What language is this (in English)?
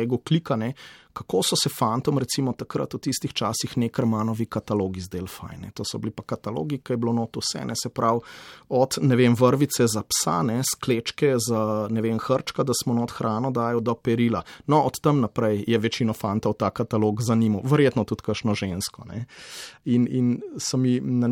Slovenian